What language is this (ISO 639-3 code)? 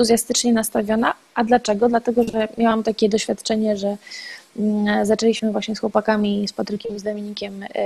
pol